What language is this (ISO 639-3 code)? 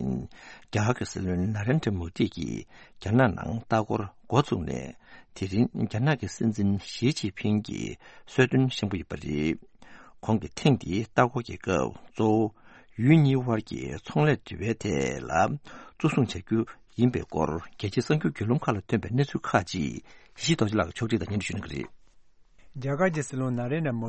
bod